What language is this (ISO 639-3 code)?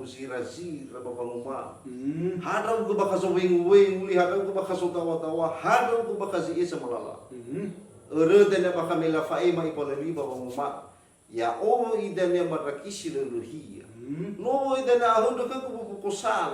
nia